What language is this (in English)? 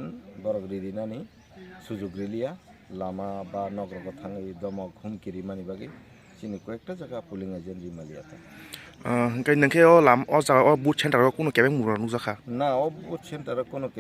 Kok Borok